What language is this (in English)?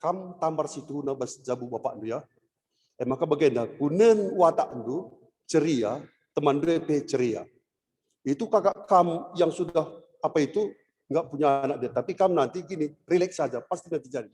Batak Karo